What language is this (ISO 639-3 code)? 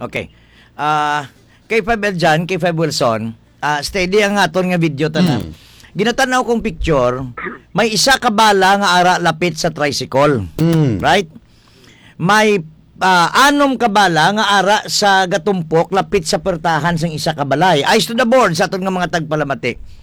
hil